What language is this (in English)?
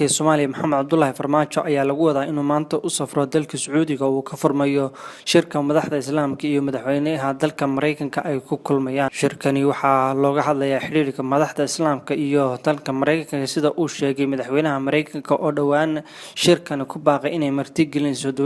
Somali